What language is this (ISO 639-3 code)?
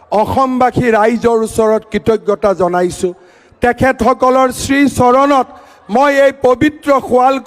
asm